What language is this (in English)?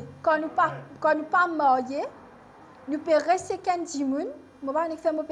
Morisyen